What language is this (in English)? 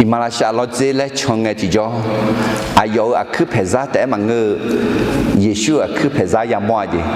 Akha